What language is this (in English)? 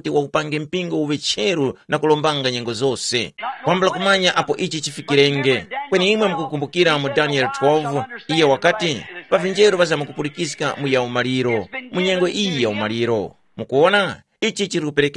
Tumbuka